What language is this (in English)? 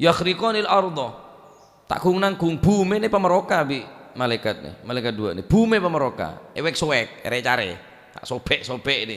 Madurese